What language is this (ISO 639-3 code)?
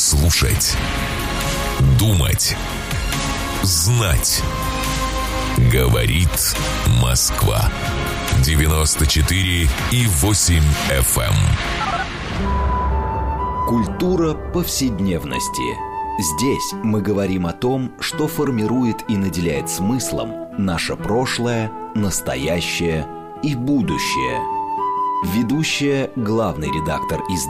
rus